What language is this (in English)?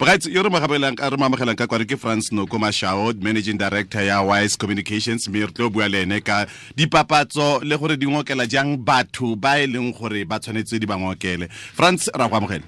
Tswana